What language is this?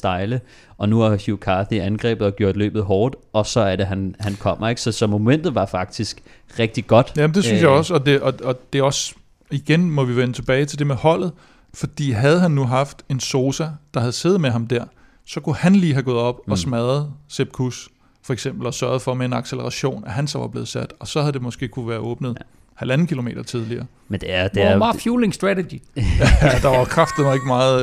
Danish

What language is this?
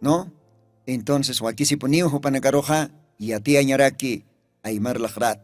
Aymara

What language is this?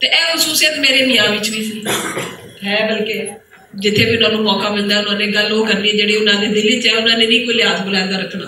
Western Panjabi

